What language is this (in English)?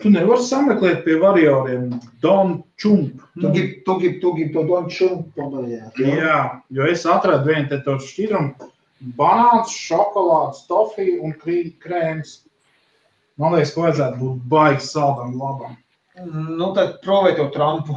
Latvian